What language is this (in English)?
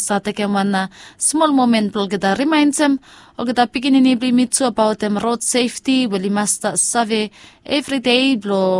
Bislama